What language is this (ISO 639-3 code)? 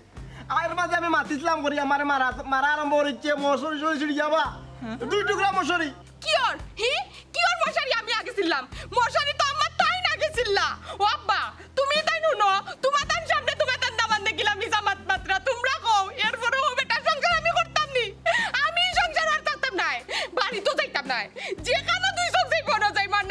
syl